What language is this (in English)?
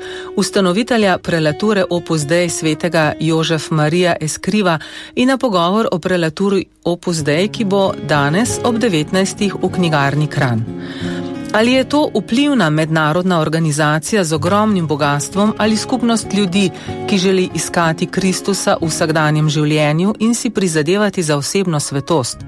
Slovenian